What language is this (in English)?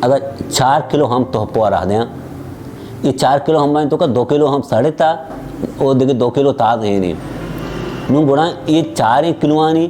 Baluchi